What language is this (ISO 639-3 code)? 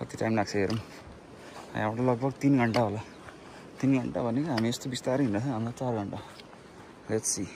nep